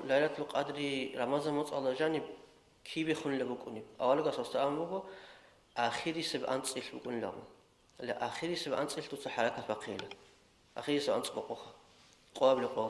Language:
Avaric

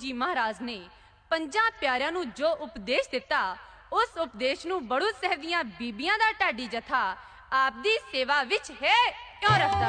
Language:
Punjabi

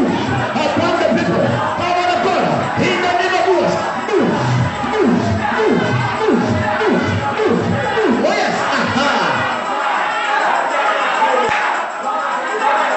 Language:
English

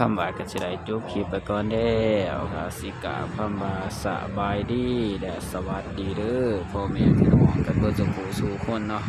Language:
Northeastern Thai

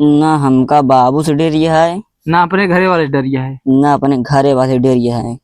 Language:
Awadhi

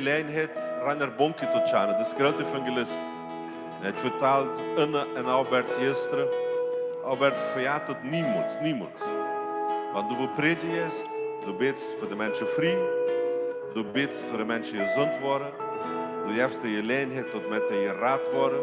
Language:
Plautdietsch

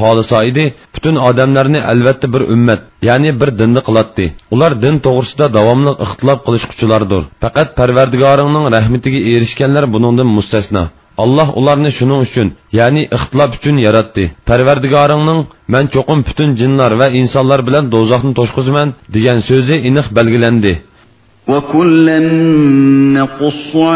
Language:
Uyghur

